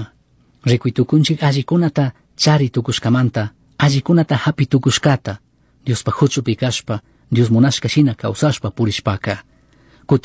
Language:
Chimborazo Highland Quichua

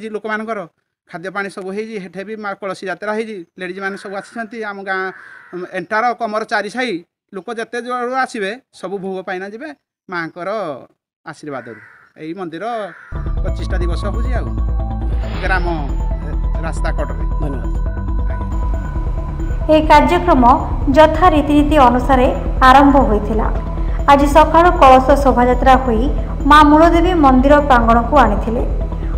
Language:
Odia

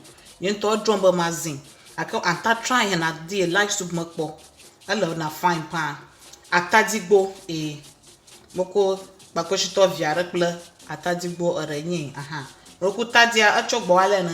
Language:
Ewe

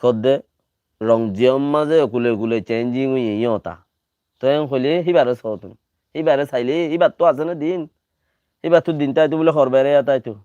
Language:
Rohingya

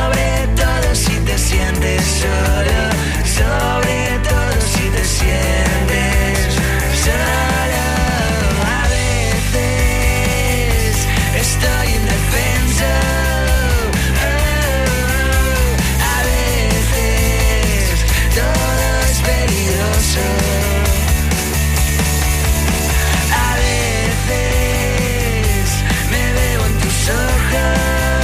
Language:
Spanish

